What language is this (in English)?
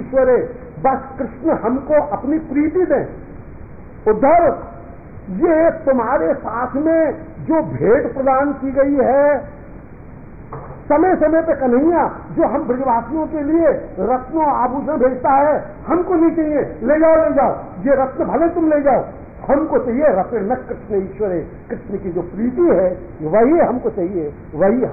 Hindi